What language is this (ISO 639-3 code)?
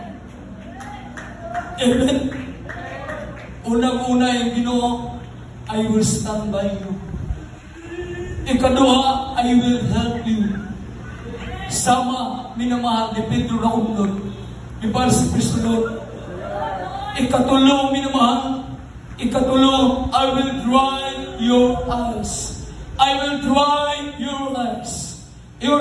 ceb